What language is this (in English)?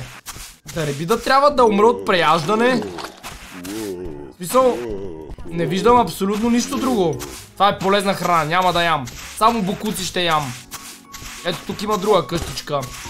Bulgarian